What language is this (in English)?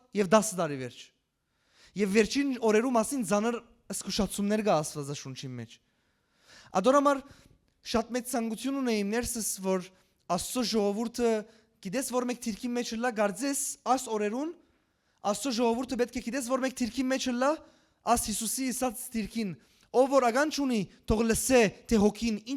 Western Armenian